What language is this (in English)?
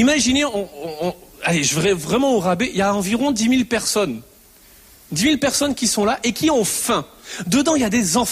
French